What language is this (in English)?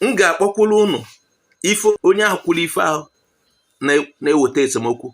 Igbo